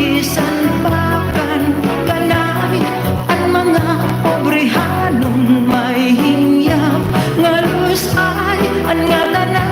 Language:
Waray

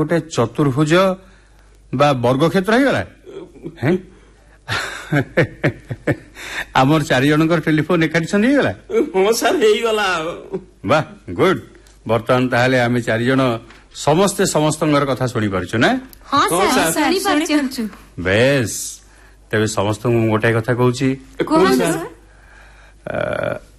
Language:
Odia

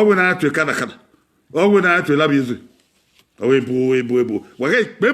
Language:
Bini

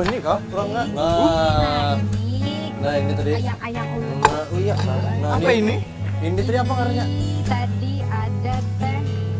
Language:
Banjar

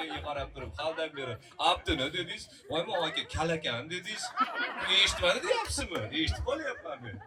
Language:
Uzbek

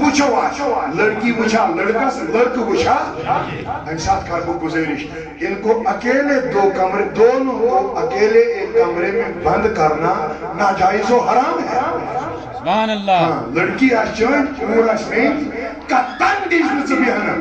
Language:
Kashmiri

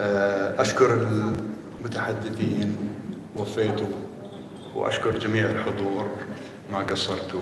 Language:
North Levantine Arabic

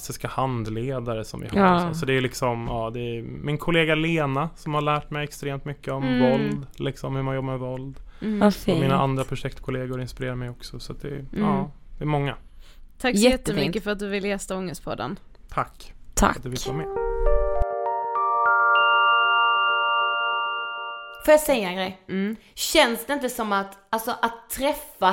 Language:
Swedish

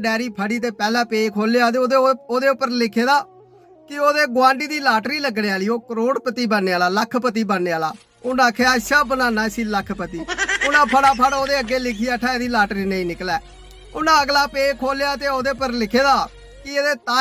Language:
Dogri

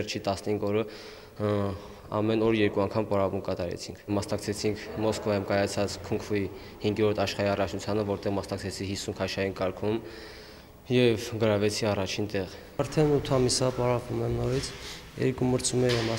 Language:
Armenian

